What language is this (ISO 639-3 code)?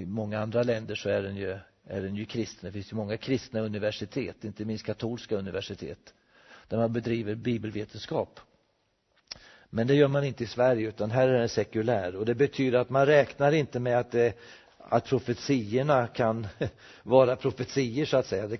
swe